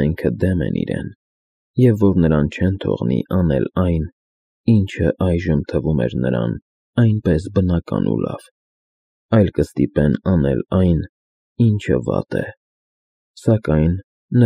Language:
Armenian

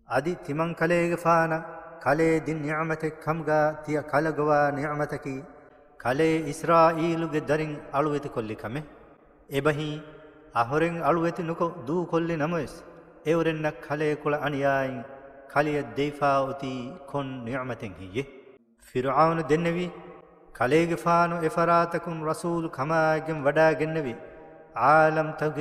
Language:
Divehi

